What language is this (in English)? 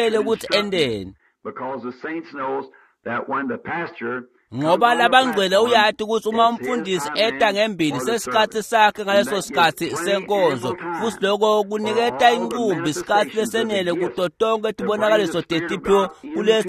Swati